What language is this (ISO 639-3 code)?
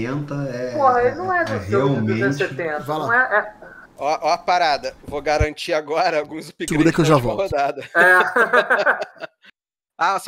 por